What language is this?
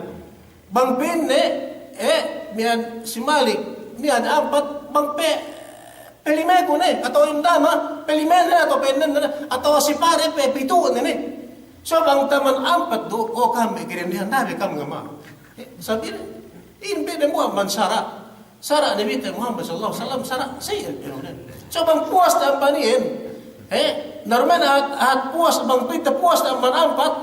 Yakan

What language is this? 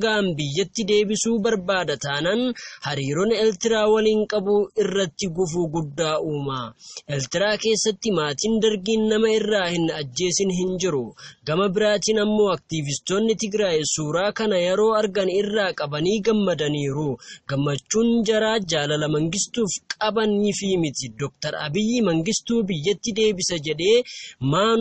Oromo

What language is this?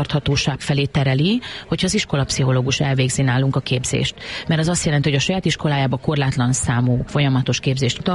Hungarian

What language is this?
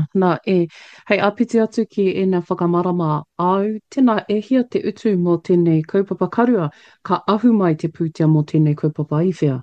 Māori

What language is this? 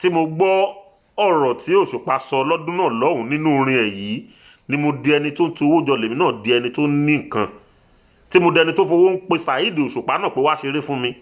Yoruba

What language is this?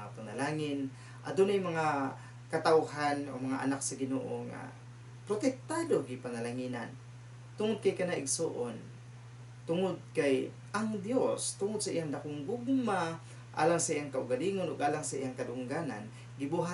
Cebuano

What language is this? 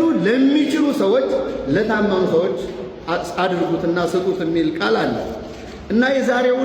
Amharic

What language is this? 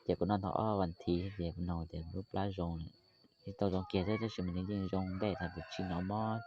Hmong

